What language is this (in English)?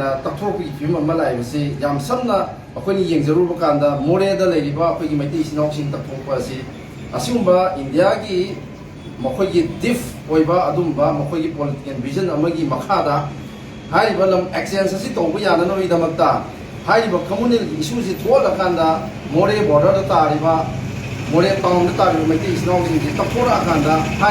Manipuri